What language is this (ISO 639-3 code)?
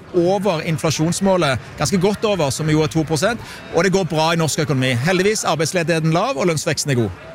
nor